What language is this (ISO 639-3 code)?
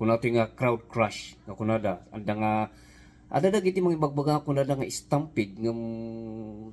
ilo